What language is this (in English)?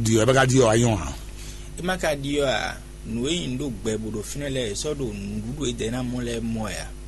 Fon